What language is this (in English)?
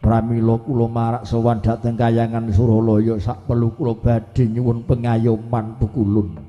Javanese